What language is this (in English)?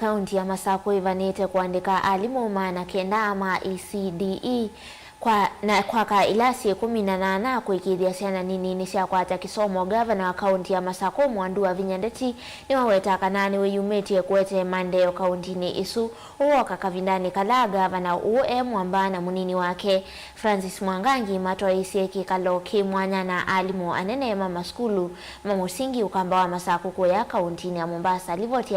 Kamba